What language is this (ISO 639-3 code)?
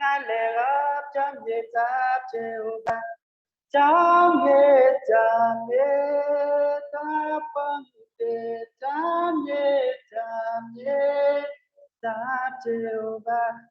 kln